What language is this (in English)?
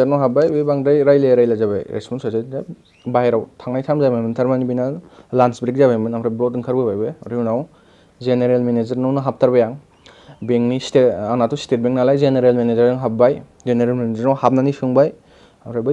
Bodo